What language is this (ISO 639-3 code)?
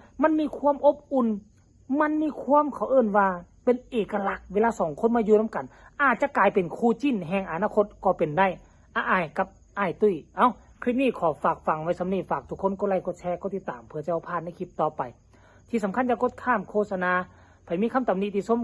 tts